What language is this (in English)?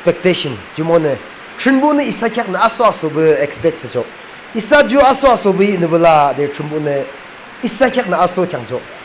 Yimchungru Naga